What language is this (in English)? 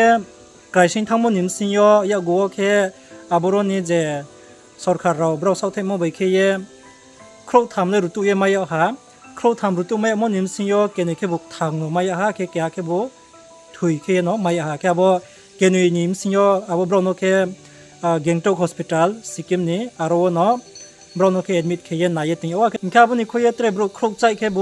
Riang (India)